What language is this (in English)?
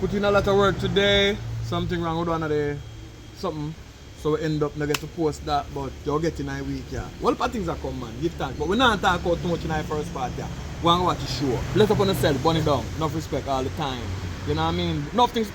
Jamaican Creole English